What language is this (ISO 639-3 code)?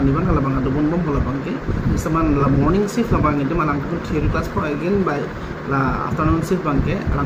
mjw